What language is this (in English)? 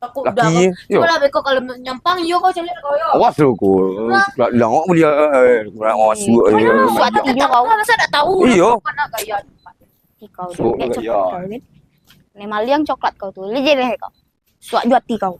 Minangkabau